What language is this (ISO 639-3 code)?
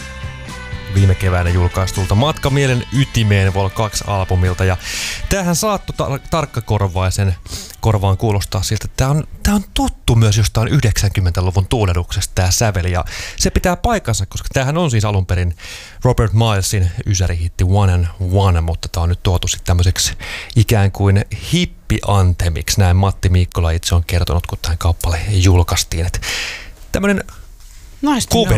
fin